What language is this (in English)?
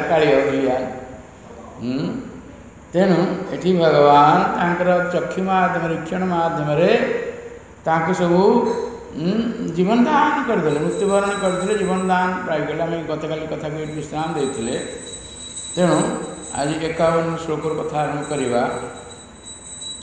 Odia